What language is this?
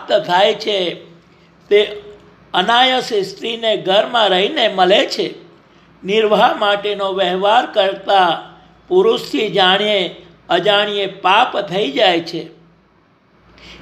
Gujarati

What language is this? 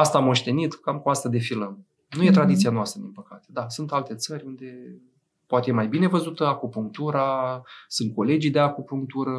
Romanian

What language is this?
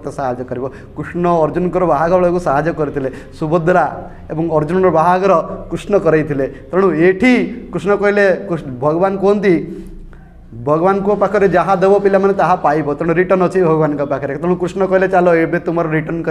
Odia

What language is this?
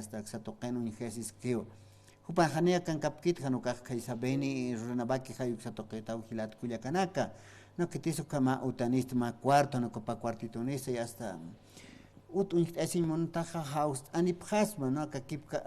Aymara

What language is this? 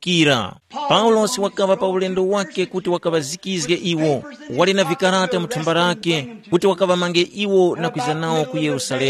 Tumbuka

